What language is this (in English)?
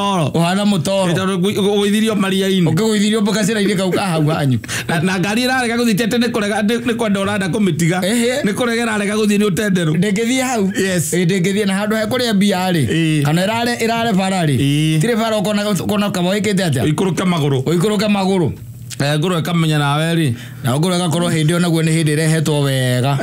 Kikuyu